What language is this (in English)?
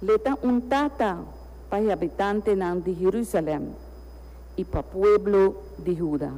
Papiamento